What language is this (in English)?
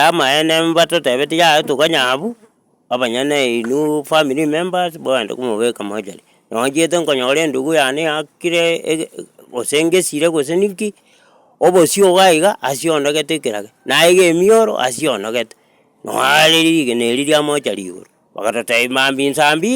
Gusii